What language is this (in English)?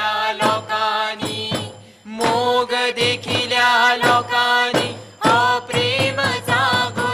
Konkani